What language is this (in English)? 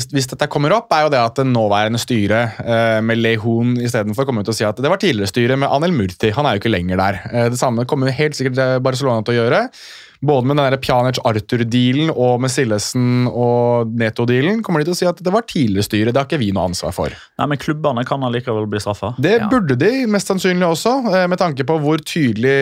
Norwegian